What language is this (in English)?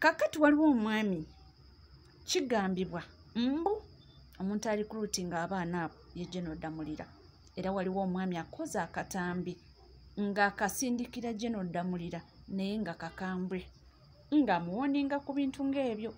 Ganda